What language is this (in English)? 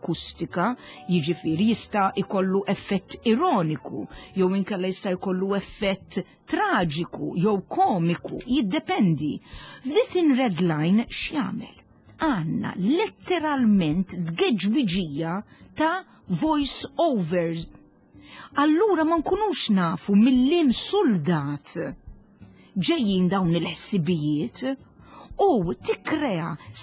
Maltese